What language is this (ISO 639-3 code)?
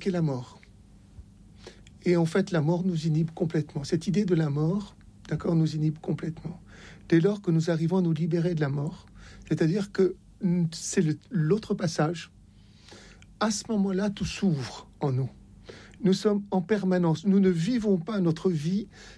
fra